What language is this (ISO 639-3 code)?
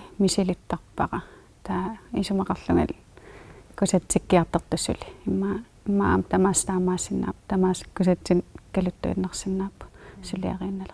kal